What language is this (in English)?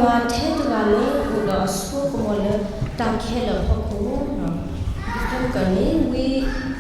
S'gaw Karen